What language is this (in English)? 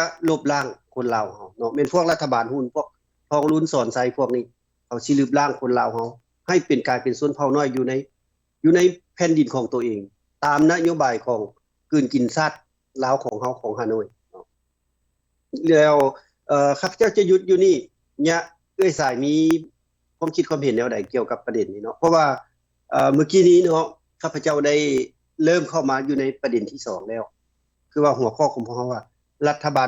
Lao